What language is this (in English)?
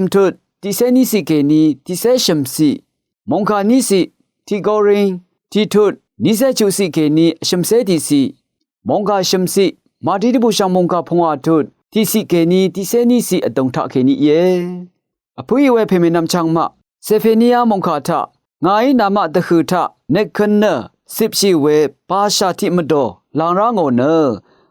Rawang